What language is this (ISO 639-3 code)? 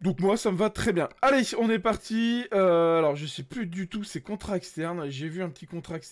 fra